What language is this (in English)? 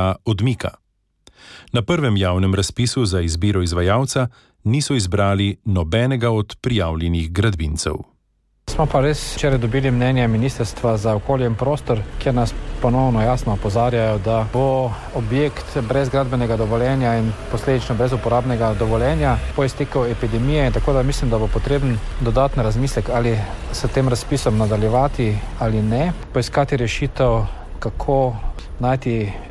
Slovenian